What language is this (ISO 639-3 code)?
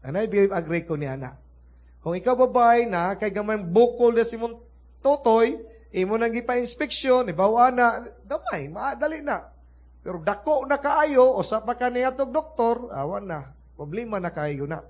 ceb